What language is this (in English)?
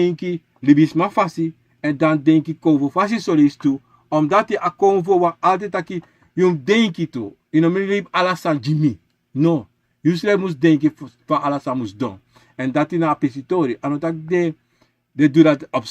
Sranan Tongo